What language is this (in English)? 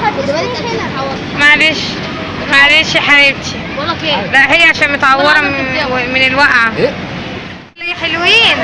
Egyptian Arabic